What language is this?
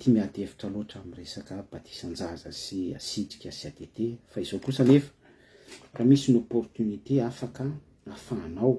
Malagasy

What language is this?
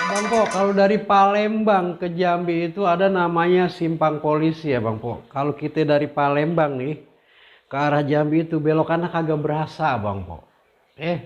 Betawi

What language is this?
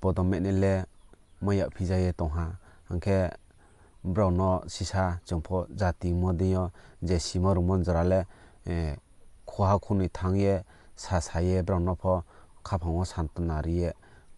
Riang (India)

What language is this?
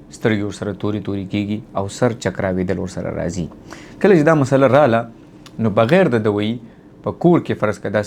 Pashto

